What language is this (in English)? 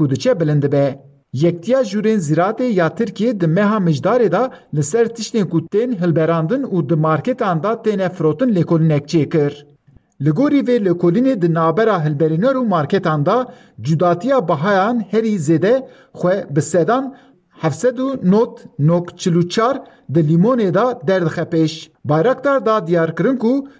Kurdish